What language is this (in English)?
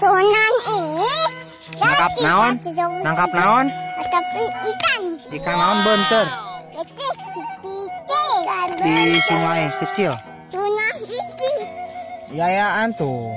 Sundanese